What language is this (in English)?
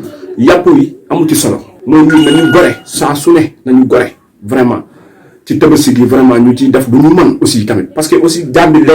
Wolof